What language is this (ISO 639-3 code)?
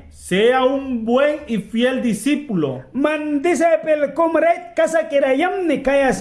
miq